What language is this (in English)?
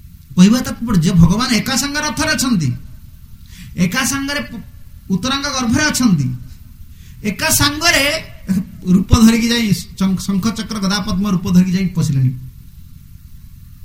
Odia